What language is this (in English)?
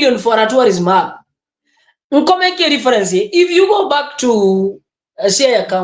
Gusii